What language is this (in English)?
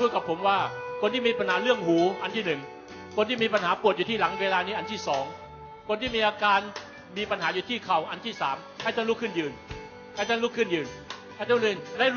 Thai